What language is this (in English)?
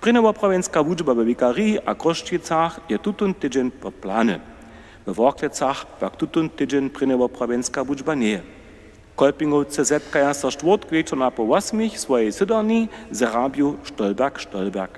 Upper Sorbian